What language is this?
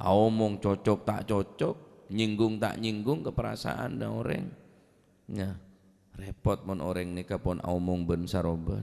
Madurese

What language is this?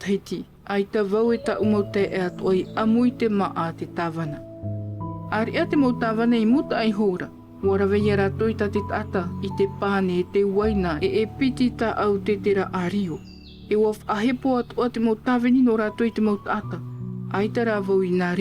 Tahitian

